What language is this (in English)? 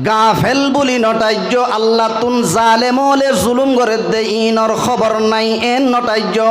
Rohingya